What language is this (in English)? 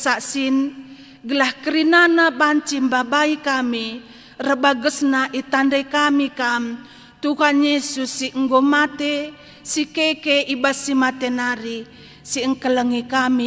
Batak Karo